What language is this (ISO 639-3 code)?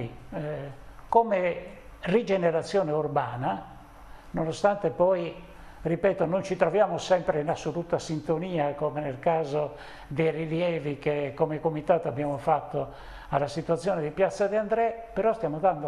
ita